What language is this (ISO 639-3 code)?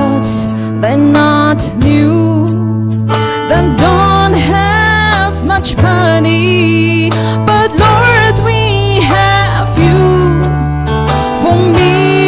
nmf